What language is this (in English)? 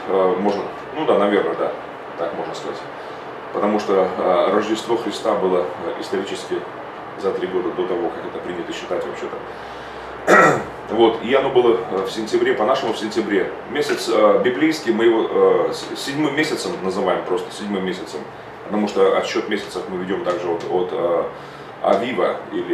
Russian